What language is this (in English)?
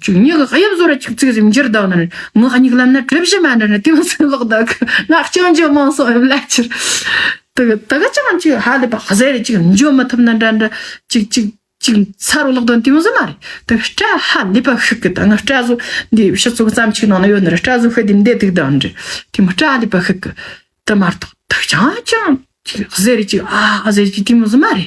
Tibetan